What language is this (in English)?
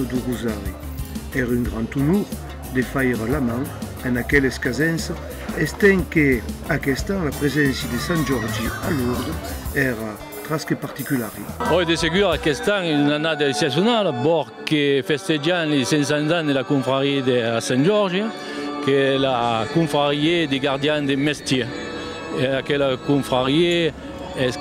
Occitan